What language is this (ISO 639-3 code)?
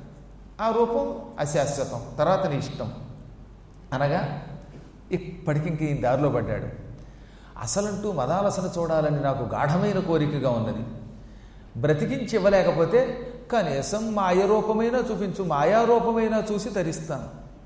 tel